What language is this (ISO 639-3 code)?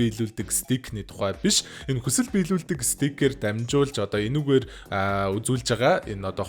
mon